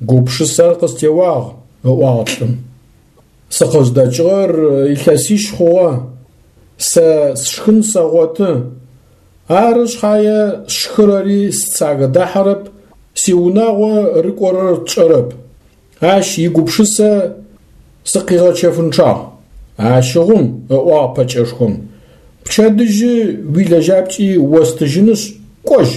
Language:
Adyghe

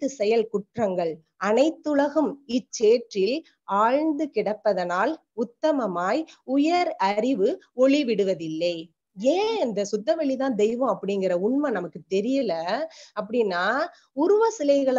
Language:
Tamil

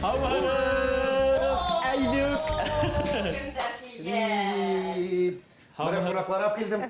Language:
Bashkir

